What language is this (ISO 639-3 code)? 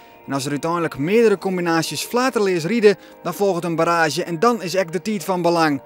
fry